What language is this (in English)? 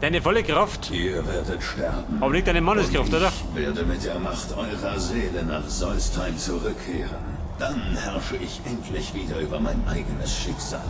Bavarian